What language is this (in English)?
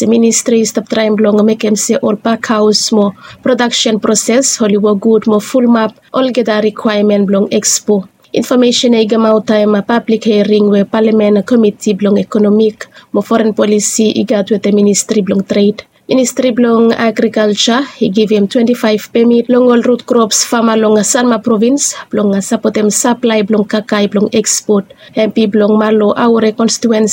Bislama